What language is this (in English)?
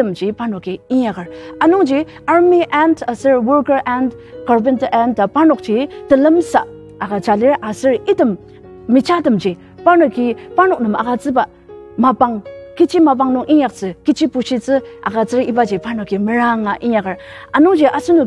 Ao Naga